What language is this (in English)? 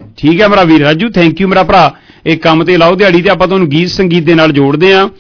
Punjabi